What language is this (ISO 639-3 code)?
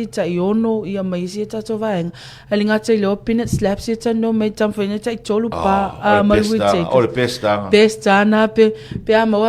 smo